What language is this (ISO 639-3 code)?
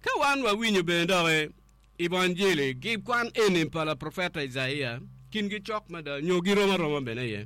ach